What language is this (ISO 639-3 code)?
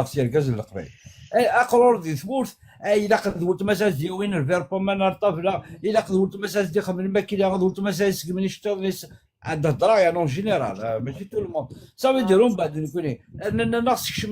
kab